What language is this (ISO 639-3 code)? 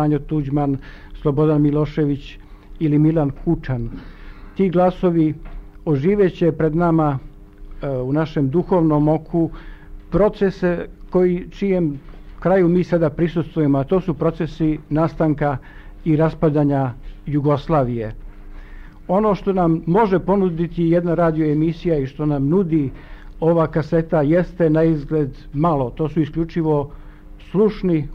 srp